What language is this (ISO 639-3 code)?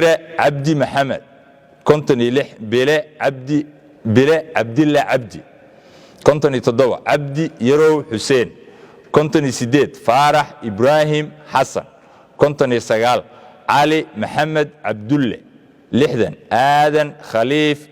som